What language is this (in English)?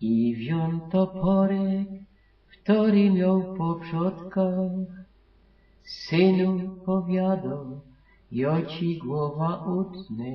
Silesian